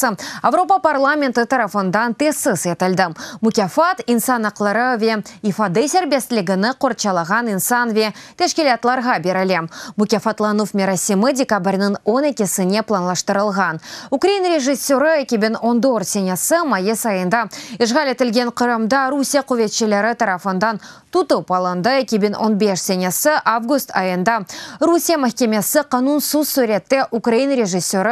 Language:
Crimean Tatar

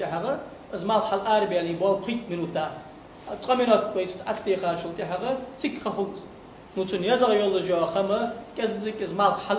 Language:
Ingush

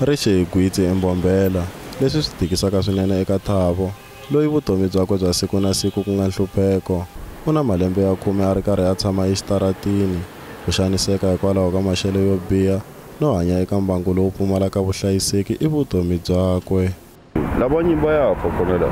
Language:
Tsonga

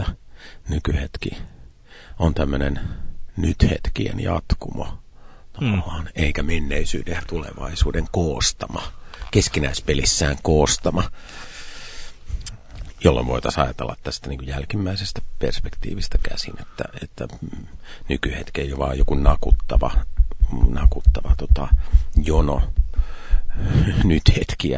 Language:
Finnish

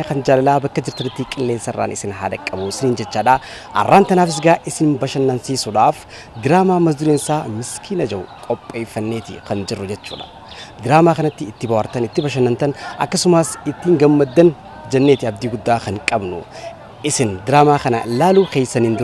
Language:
Oromo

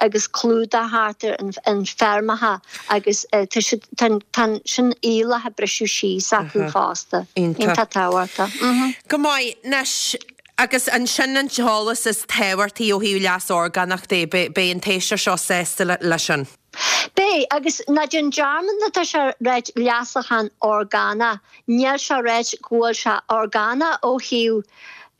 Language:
Irish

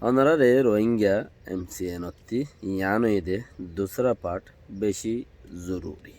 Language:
Rohingya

